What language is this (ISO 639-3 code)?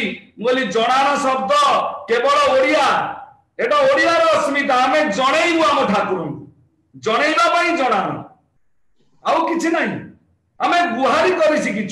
ori